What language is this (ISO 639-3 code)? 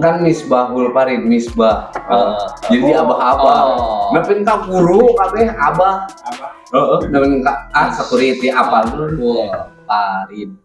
sun